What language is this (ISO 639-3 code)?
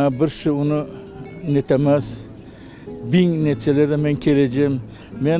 crh